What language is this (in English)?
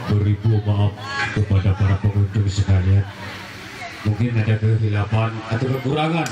Sasak